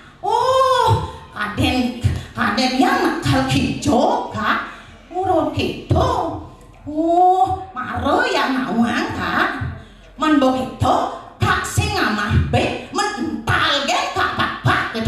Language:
Balinese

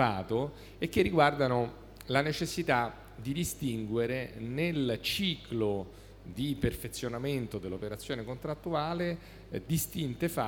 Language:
Italian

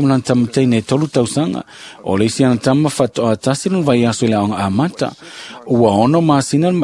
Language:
Samoan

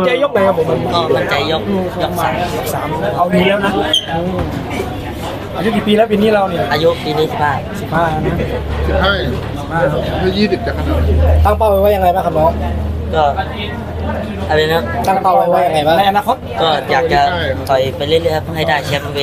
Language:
Thai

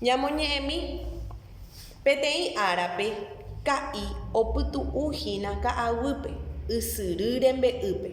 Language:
Guarani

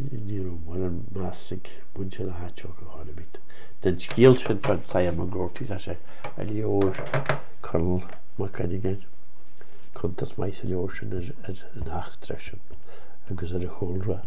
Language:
Irish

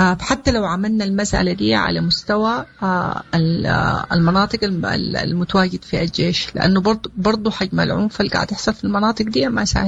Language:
Sudanese Arabic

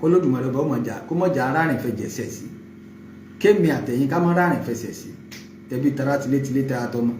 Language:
Yoruba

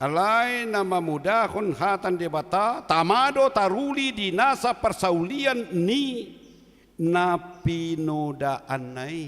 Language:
Batak Toba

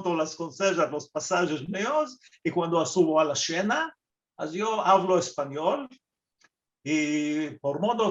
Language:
Ladino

